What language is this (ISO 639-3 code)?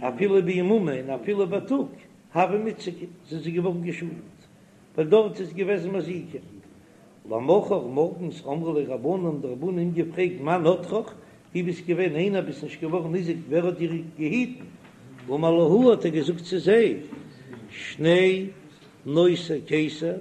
yid